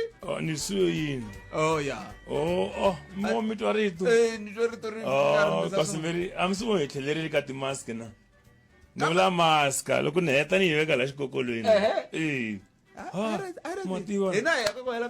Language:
Tsonga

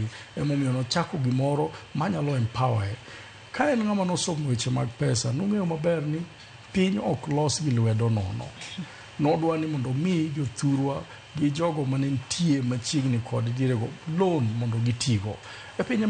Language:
Luo (Kenya and Tanzania)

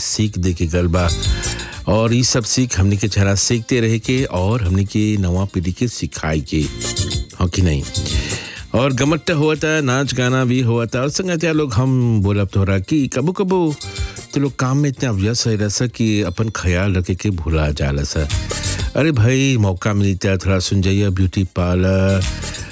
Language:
Bhojpuri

